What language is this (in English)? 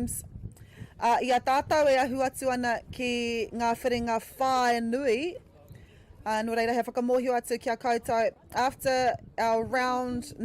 Māori